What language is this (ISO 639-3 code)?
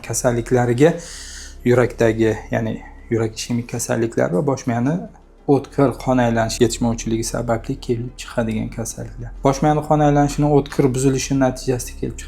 uzb